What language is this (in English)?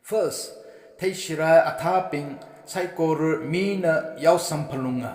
Tangkhul Naga (India)